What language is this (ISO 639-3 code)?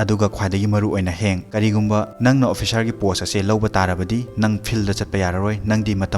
mni